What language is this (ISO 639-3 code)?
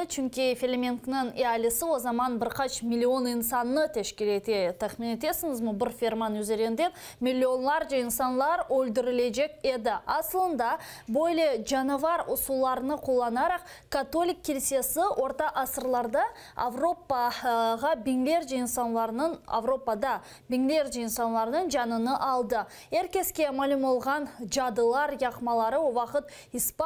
crh